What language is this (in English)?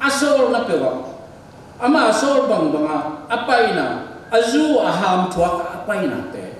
Tedim Chin